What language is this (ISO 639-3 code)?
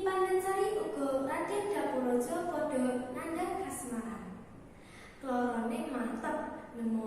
jav